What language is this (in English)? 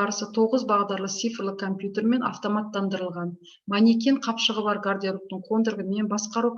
Kazakh